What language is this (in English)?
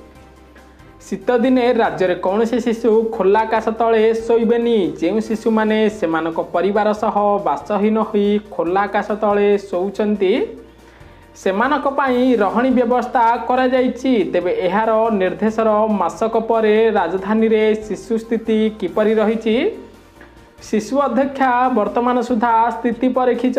Odia